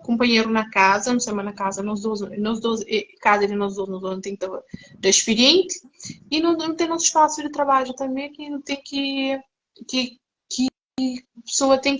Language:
Kabuverdianu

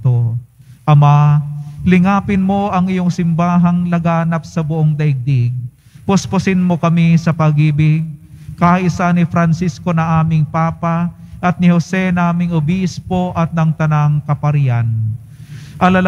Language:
Filipino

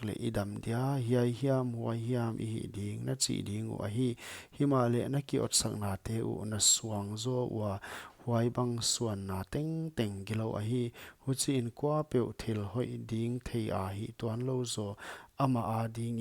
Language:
Paite Chin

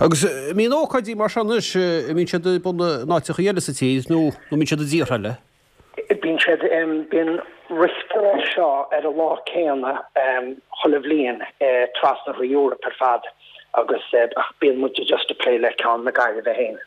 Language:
Irish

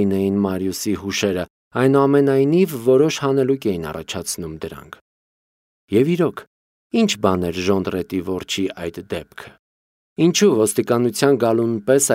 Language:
Armenian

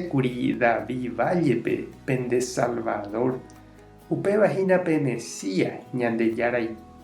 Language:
Guarani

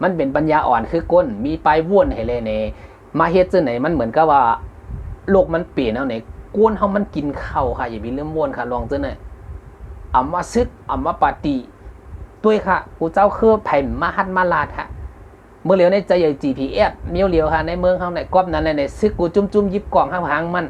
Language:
Shan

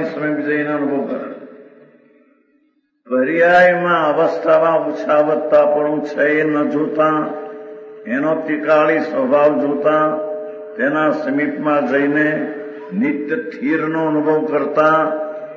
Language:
Gujarati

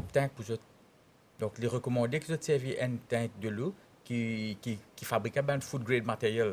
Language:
Morisyen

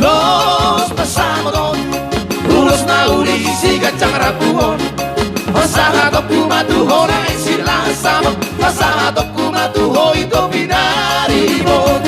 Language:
Batak Toba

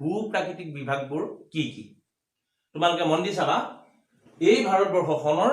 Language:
Assamese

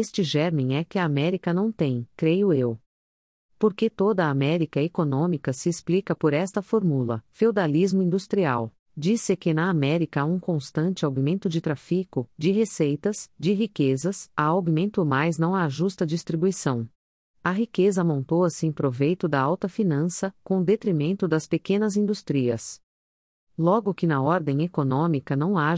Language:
Portuguese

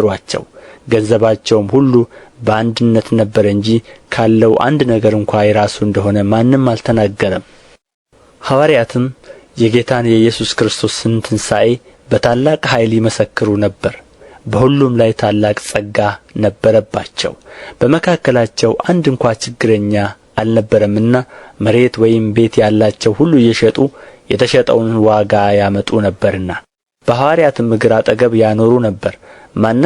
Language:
Amharic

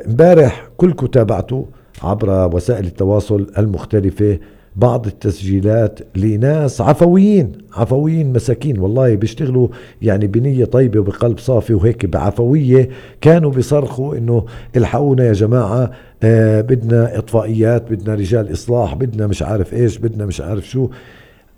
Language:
North Levantine Arabic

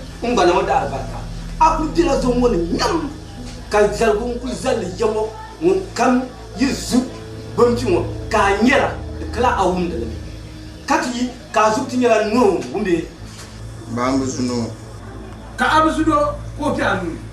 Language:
Dagbani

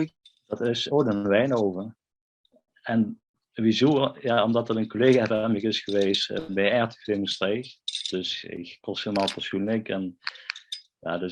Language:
Limburgish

